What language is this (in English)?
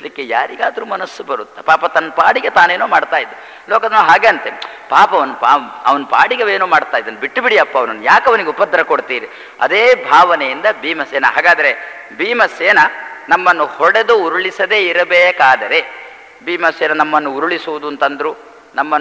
Kannada